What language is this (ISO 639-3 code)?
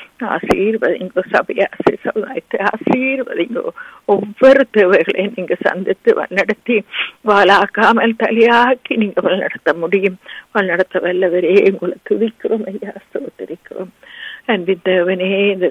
tam